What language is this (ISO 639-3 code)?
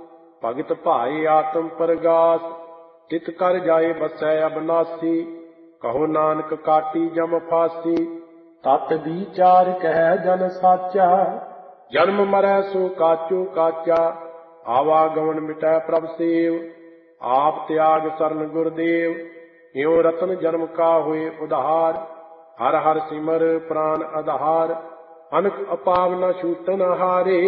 pan